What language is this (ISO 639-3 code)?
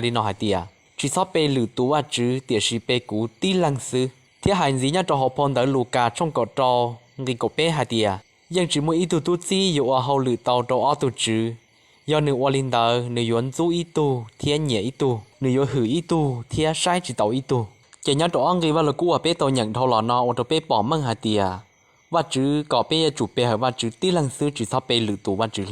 hmn